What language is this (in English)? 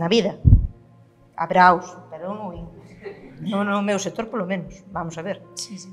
Galician